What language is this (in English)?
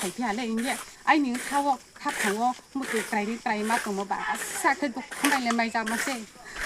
Riang (India)